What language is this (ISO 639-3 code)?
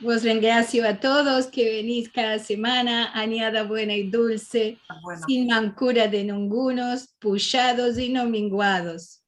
lad